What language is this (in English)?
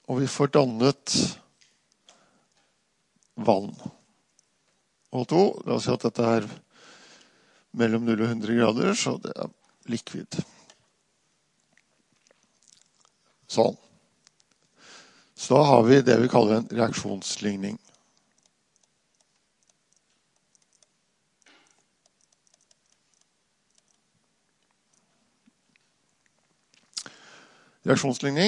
Norwegian